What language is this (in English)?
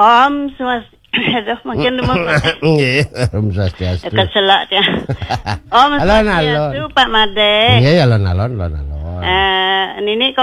Balinese